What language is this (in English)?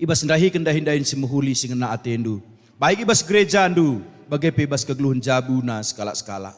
Batak Karo